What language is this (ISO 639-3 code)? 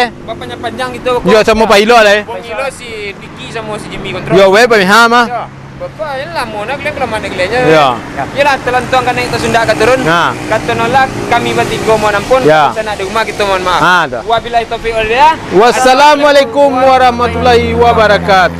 min